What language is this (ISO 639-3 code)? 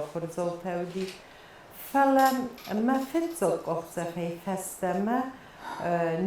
oss